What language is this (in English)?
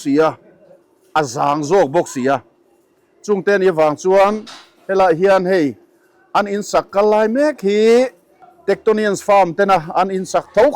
Mizo